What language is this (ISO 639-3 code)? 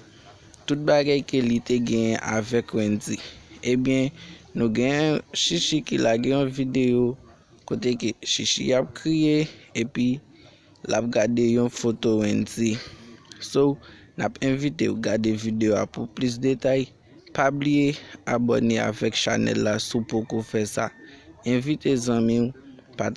hat